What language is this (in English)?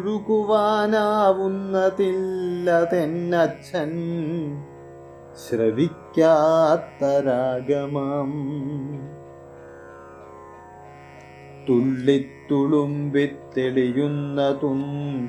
Malayalam